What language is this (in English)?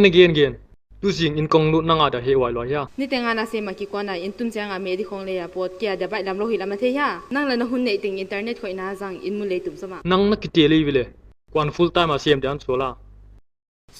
Paite Chin